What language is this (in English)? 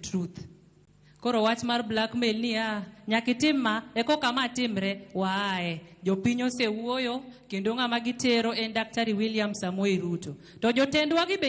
Luo (Kenya and Tanzania)